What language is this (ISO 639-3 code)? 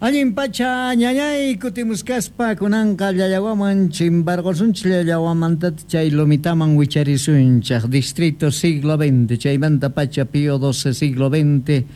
quh